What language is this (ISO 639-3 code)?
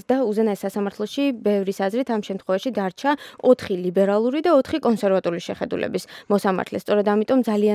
kat